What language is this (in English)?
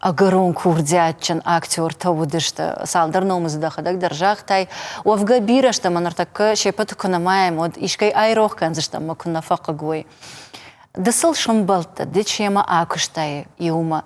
Ossetic